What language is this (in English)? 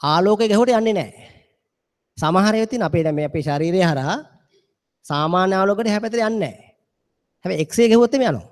Sinhala